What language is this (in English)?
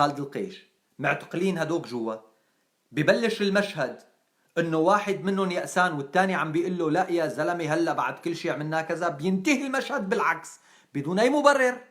North Levantine Arabic